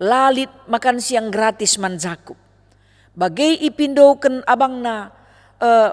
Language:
Batak Karo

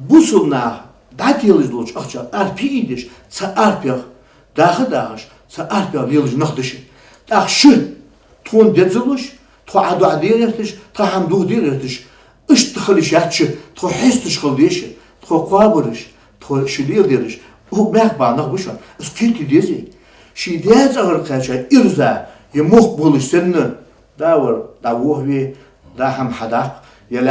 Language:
Ingush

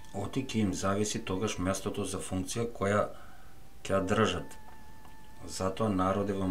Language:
Macedonian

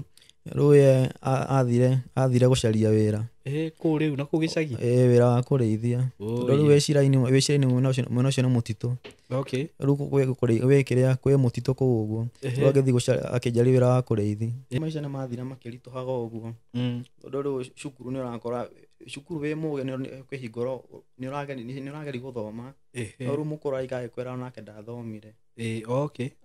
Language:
Kikuyu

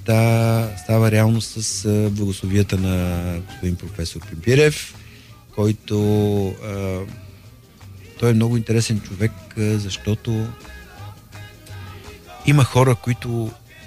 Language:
Bulgarian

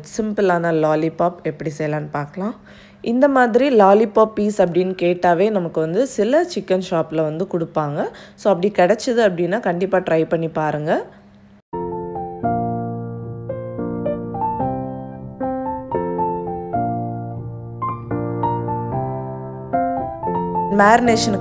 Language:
Tamil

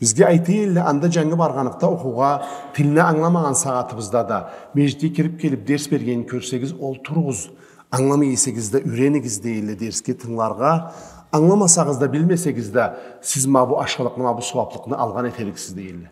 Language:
Karachay-Balkar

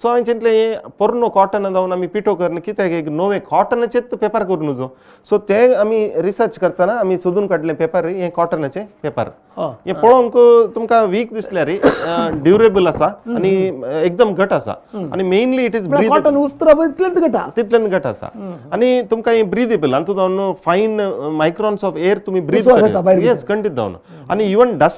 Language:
Konkani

